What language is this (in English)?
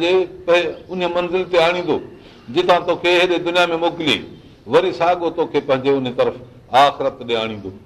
Sindhi